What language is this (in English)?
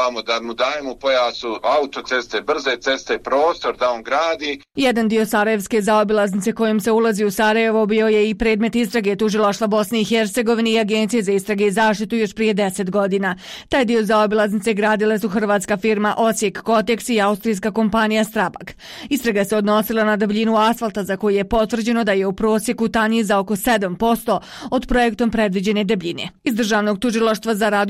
Bosnian